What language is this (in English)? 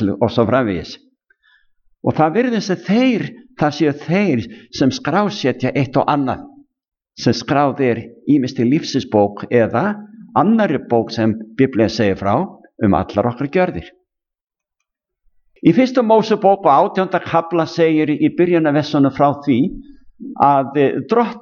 Icelandic